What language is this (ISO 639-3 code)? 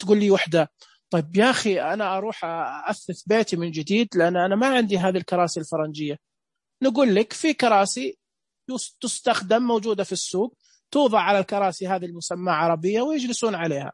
ars